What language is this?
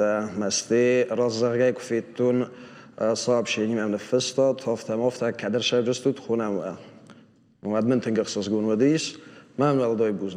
Ossetic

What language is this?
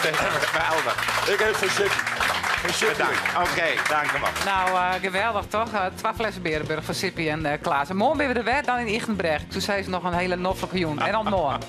Western Frisian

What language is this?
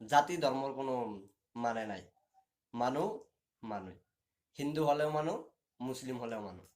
Assamese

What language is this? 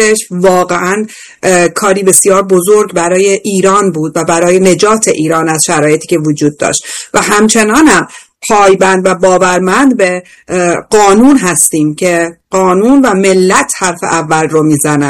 Persian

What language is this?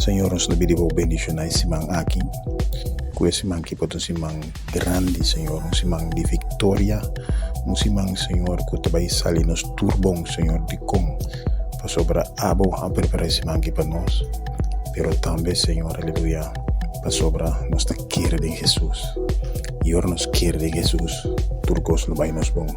Papiamento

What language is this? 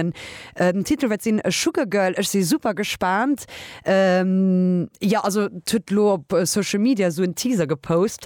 Luxembourgish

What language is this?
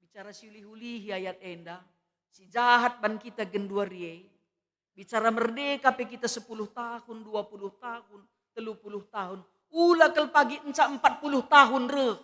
Batak Karo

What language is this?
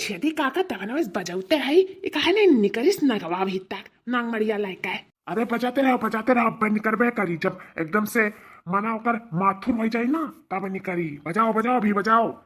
Awadhi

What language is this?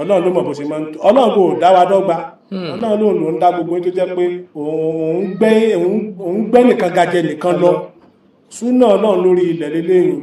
Yoruba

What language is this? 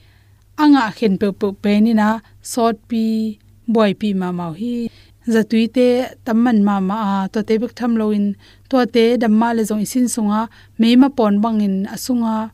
Tedim Chin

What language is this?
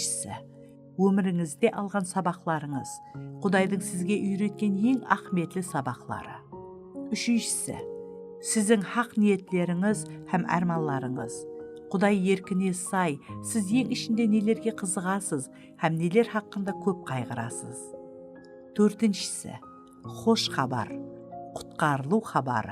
Kara-Kalpak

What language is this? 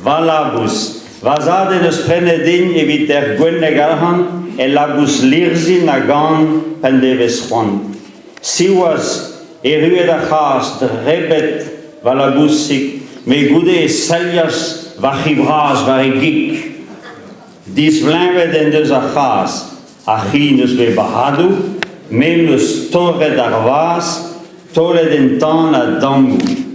Breton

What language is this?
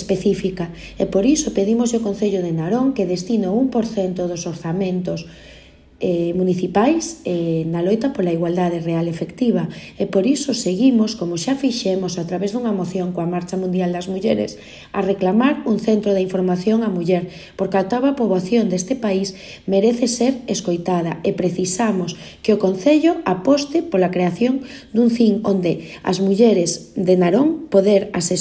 Galician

